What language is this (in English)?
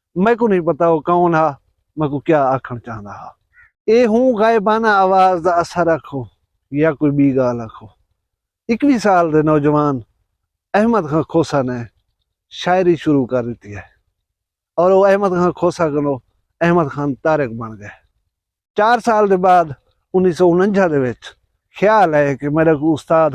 Saraiki